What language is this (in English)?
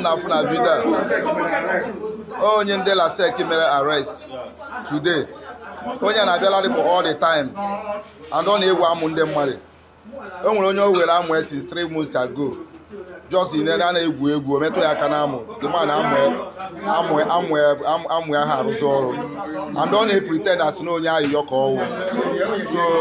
Igbo